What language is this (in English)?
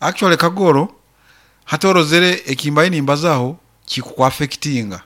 Nyoro